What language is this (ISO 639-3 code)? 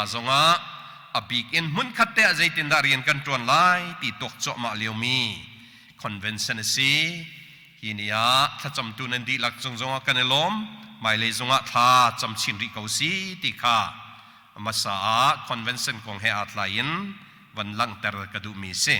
cnh